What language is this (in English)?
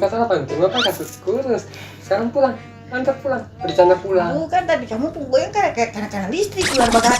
Ambonese Malay